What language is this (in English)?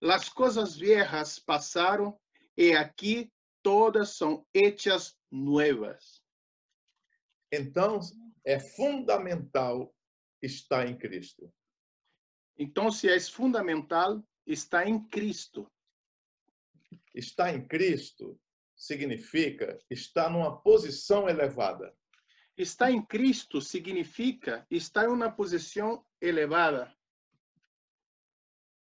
Portuguese